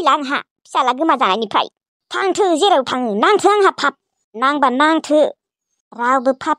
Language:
Bodo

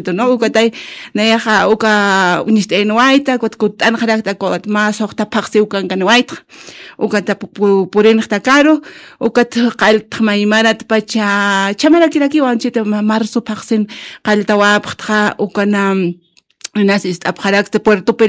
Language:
Aymara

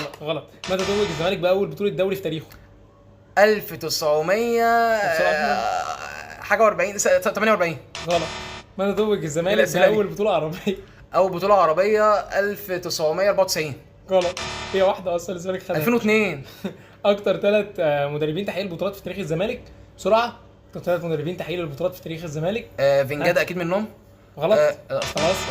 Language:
Egyptian Arabic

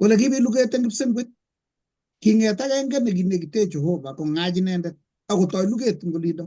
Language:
Kalenjin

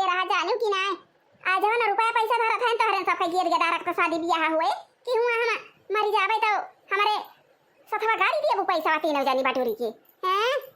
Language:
Awadhi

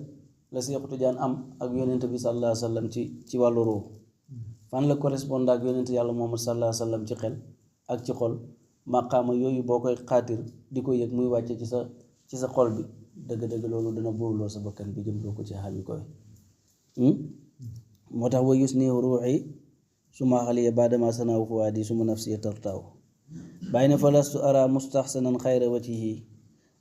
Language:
Wolof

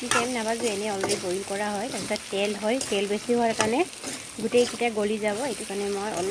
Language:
Assamese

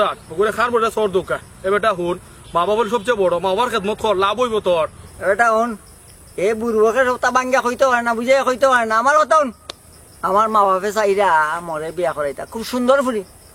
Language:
Sylheti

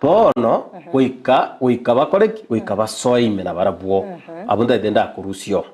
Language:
Gusii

